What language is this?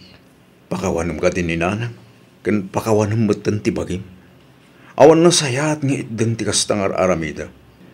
Iloko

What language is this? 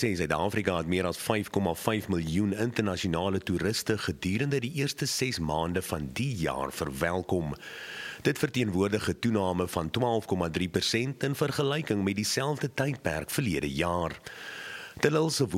Afrikaans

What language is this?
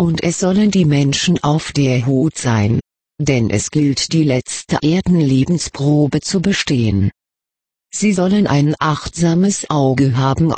German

